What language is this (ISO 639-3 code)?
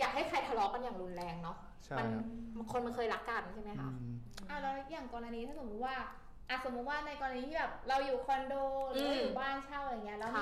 tha